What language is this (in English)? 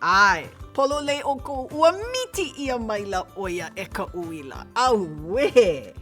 Hawaiian